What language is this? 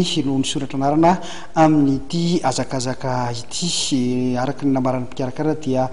Malagasy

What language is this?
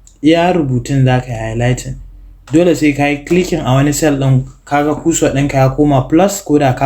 Hausa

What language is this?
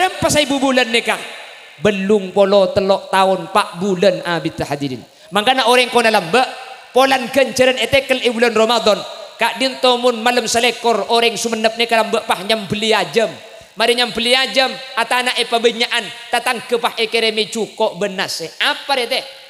Madurese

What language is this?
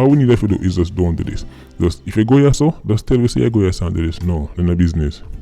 Jamaican Creole English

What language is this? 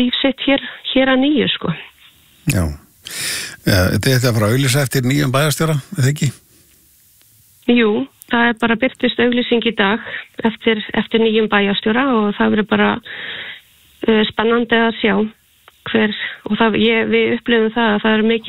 Icelandic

